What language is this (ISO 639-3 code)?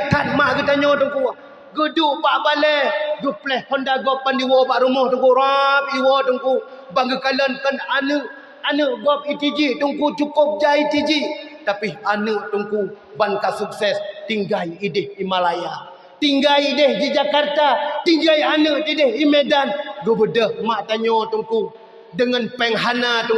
ace